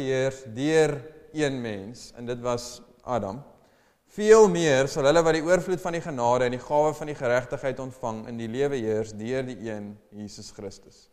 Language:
Afrikaans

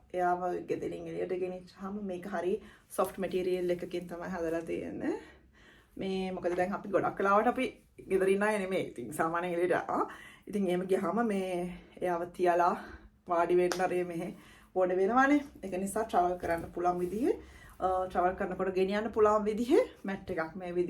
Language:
Sinhala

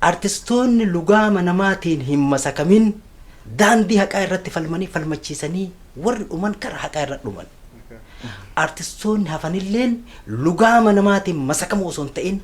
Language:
Oromo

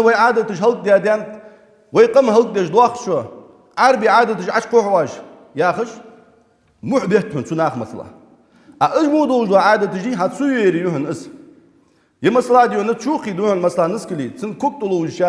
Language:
Ingush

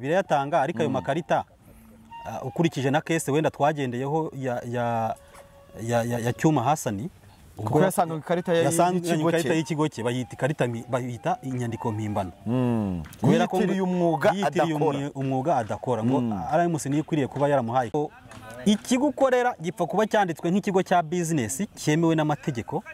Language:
Kinyarwanda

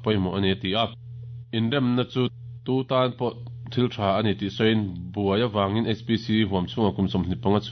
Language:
Mizo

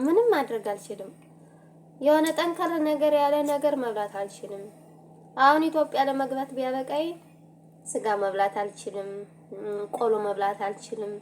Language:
Amharic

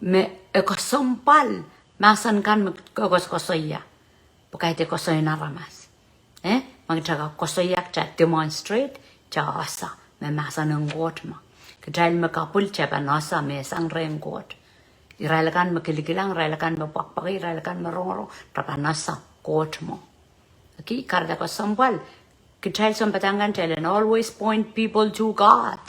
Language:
Pohnpeian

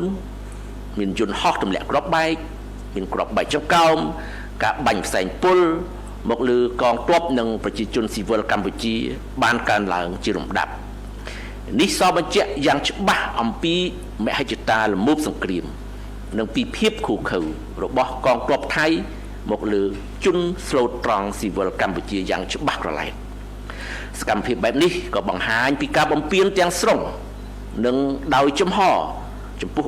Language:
Khmer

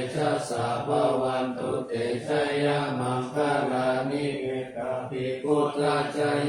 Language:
Pali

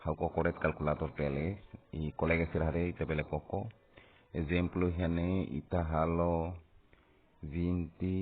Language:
Tetum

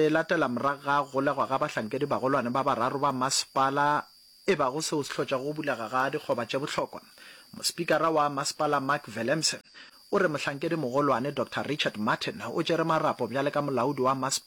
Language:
Northern Sotho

